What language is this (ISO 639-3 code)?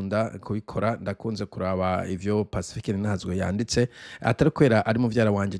run